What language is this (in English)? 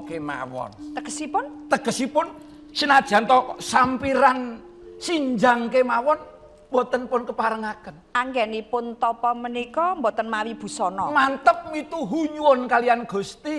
Javanese